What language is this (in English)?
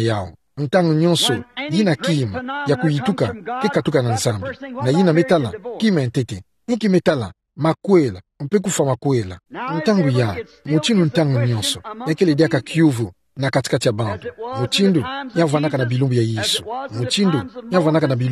Kituba (Democratic Republic of Congo)